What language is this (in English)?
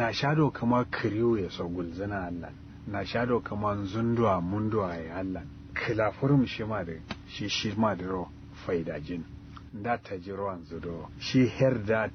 Kanuri